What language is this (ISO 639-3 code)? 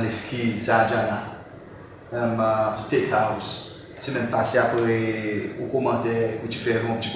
crs